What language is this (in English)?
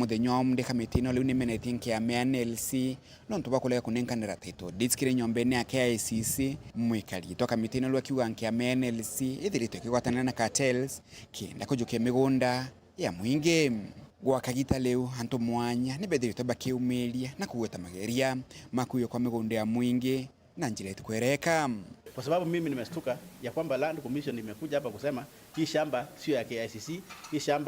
Meru